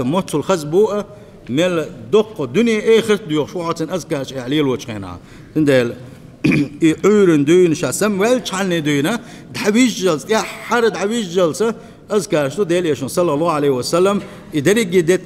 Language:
Chechen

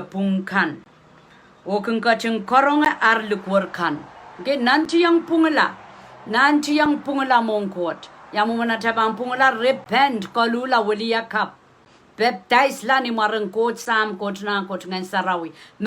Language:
Pohnpeian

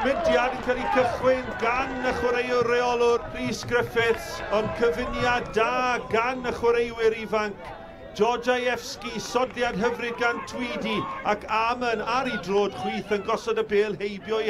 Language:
Welsh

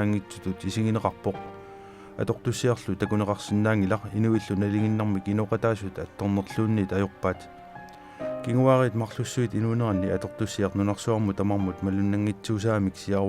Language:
Kalaallisut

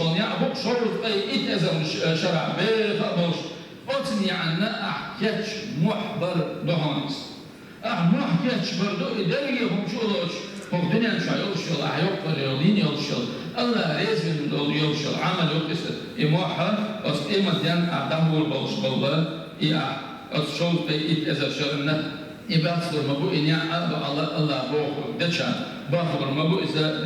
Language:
Chechen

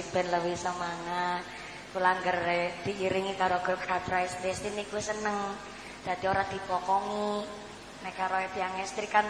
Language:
Javanese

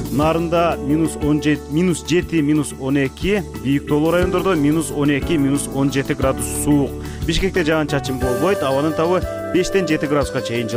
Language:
Kyrgyz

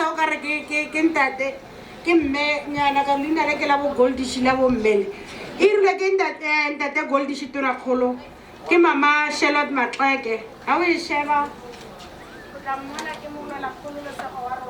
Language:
Tswana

